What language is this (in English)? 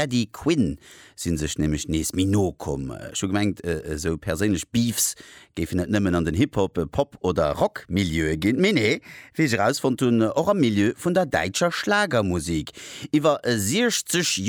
Luxembourgish